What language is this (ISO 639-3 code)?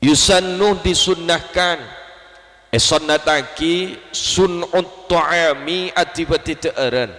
mad